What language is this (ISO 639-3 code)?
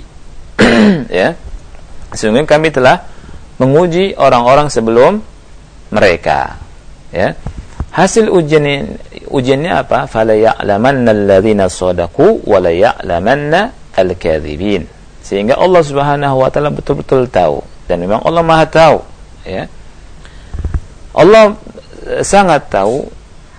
ind